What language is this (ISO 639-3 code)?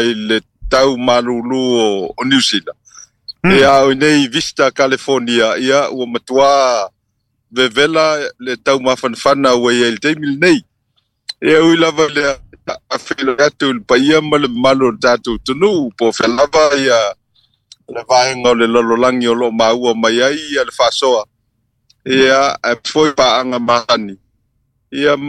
smo